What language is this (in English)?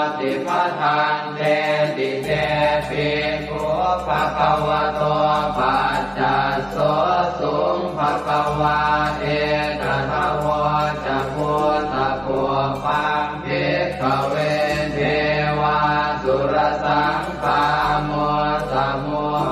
Pali